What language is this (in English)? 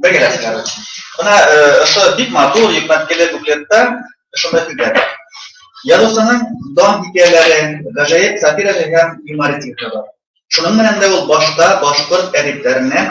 Bashkir